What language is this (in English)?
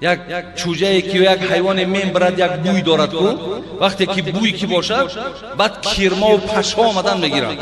Tajik